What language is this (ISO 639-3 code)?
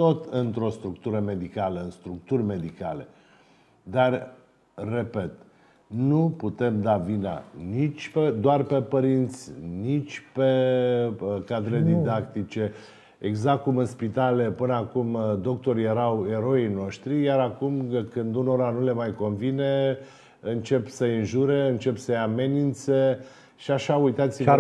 ron